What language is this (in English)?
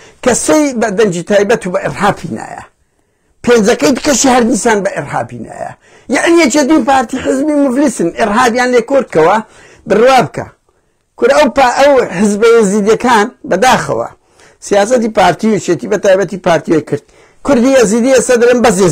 Central Kurdish